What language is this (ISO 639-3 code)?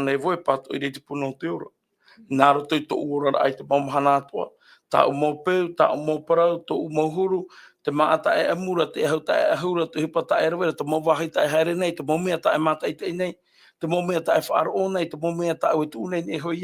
tah